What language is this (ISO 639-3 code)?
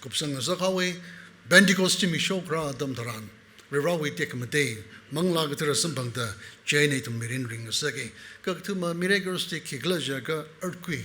nmf